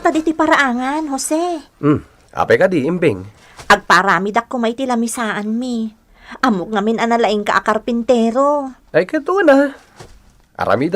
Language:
Iloko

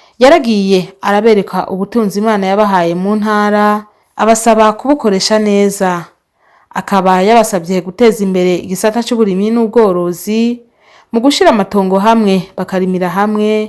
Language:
Rundi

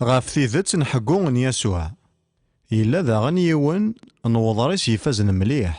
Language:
Kabyle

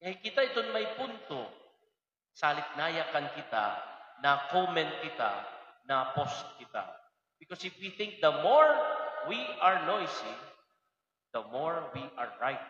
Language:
Waray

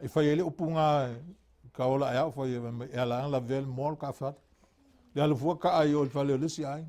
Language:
Samoan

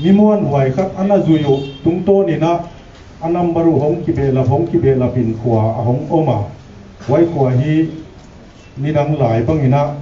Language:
Paite Chin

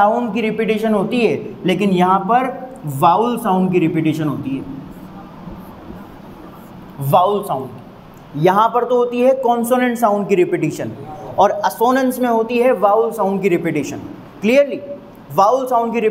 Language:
Hindi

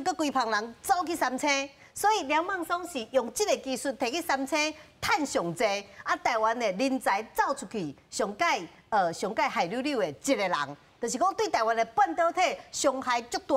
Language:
Min Nan Chinese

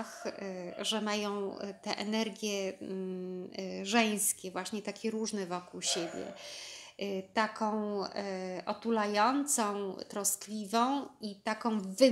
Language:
Polish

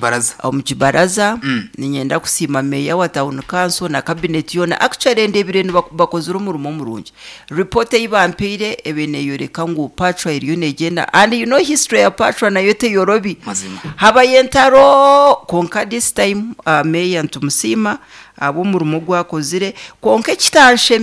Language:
Nyankole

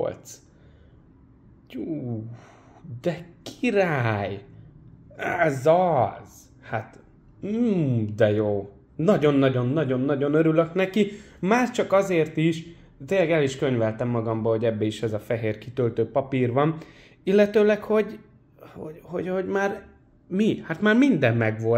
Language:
Hungarian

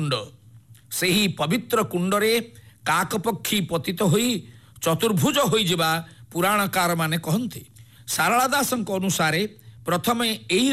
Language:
Odia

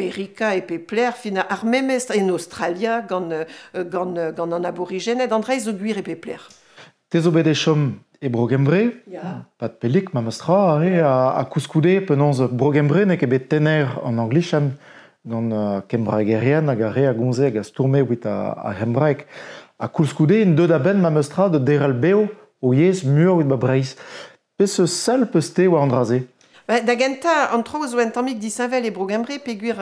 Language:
Breton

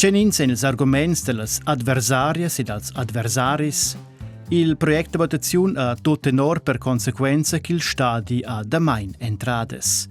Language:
Romansh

